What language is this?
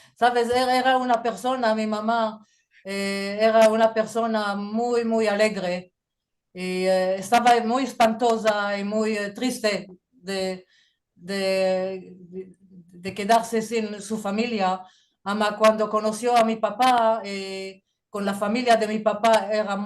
Ladino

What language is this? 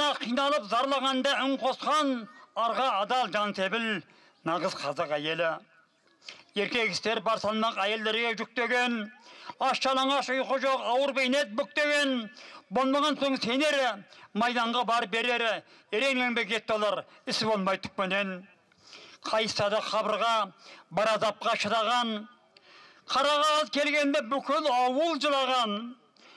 Kazakh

